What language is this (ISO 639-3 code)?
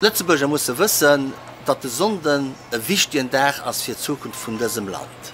ltz